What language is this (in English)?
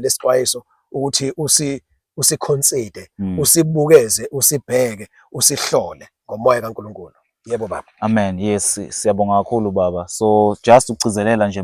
Zulu